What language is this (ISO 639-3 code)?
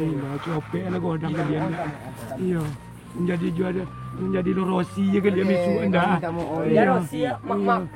min